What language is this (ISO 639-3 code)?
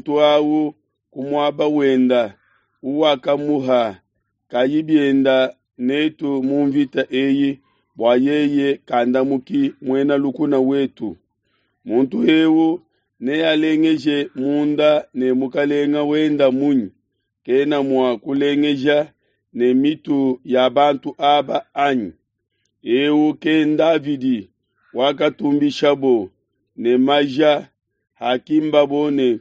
lua